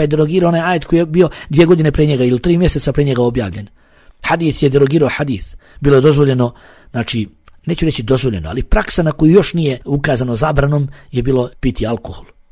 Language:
Bosnian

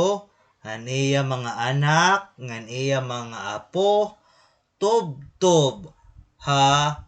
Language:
Waray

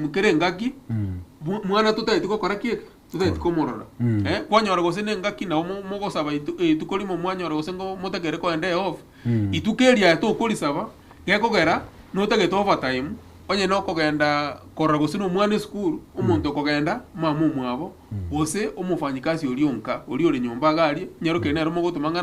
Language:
Gusii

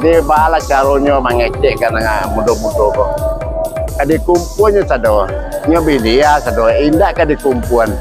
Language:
Minangkabau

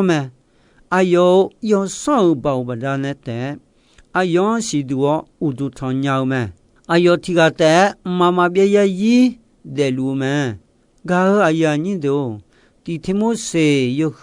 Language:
Akha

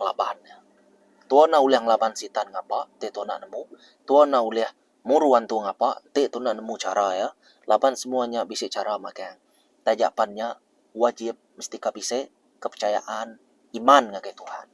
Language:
Iban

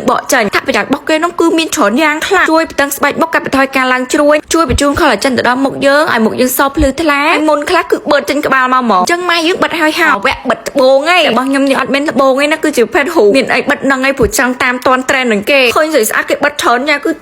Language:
Khmer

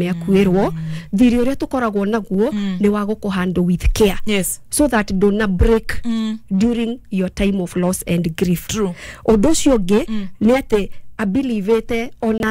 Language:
Kikuyu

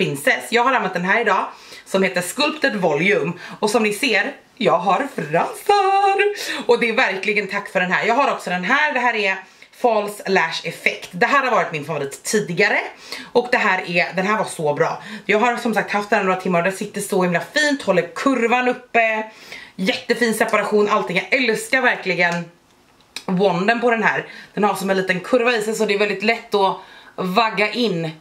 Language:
Swedish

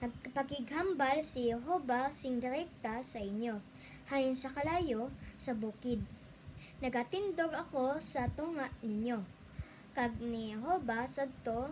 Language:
Hiligaynon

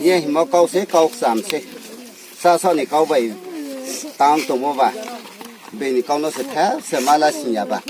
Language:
Riang (India)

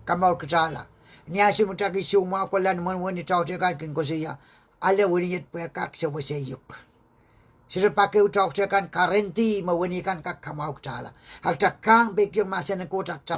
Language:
Pohnpeian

